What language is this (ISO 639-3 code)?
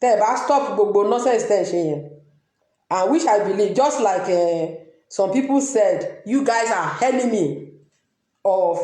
yor